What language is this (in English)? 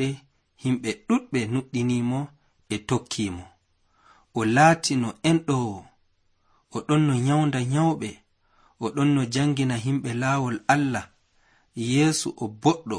Nigerian Fulfulde